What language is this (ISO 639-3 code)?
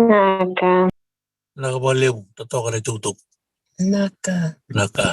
fij